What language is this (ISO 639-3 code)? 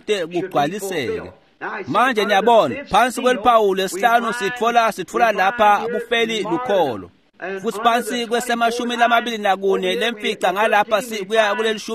ssw